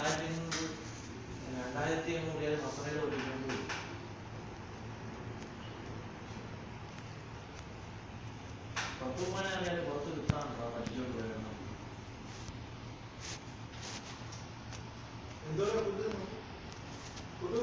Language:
Malayalam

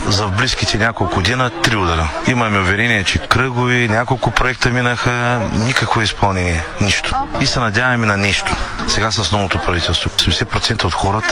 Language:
Bulgarian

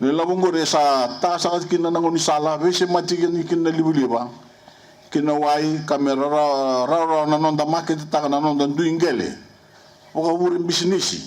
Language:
Fijian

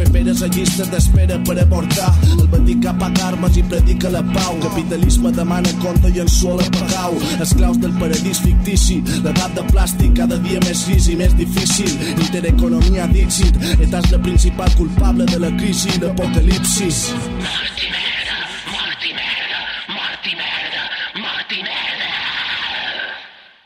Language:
Catalan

